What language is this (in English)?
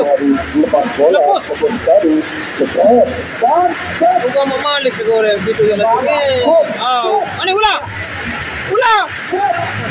Indonesian